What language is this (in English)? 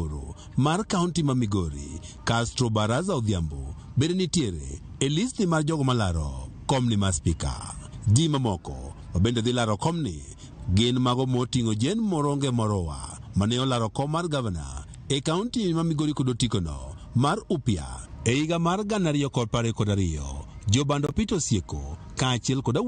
Luo (Kenya and Tanzania)